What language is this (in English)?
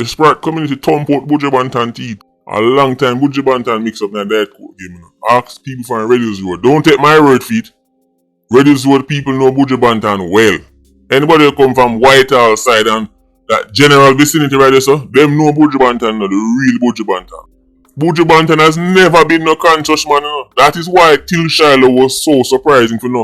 Jamaican Creole English